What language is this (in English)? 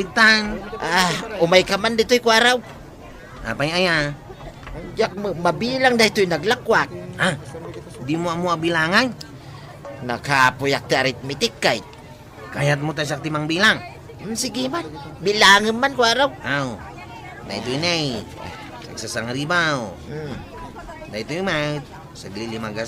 Iloko